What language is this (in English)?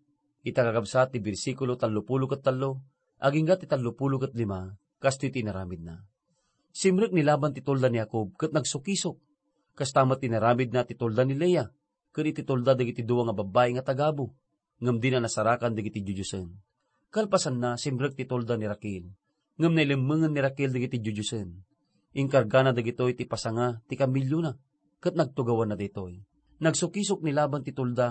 Iloko